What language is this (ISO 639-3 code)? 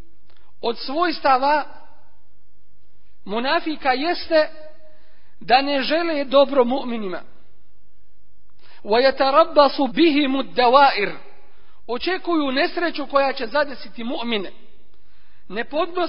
bos